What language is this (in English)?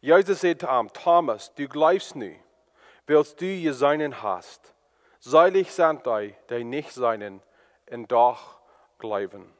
Plautdietsch